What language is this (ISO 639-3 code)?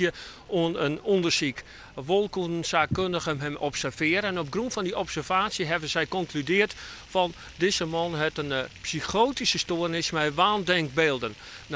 fry